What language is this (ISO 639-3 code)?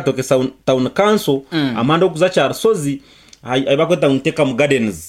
nyn